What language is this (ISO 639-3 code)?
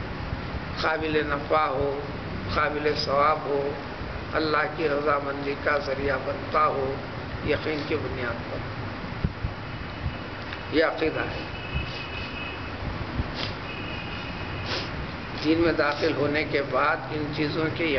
urd